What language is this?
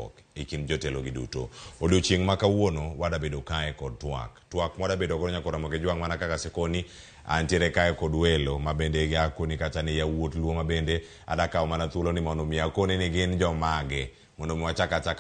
Luo (Kenya and Tanzania)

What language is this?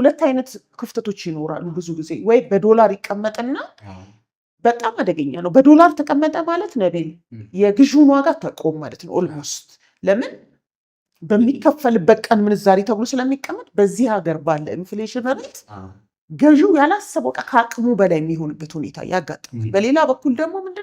Amharic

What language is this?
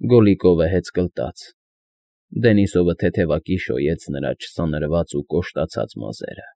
Armenian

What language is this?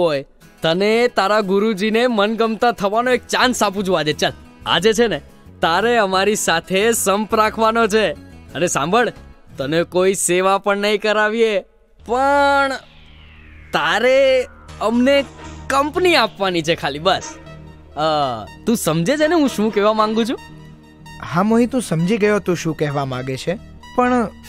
Gujarati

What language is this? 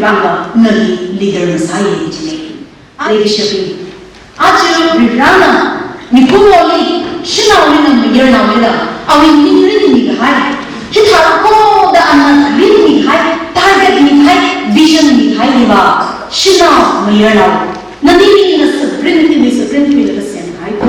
Tangkhul Naga (India)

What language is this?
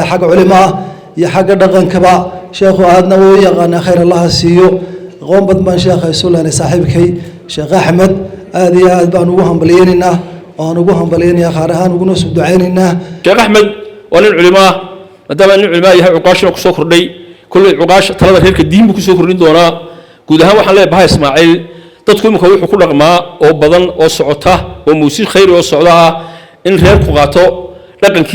Somali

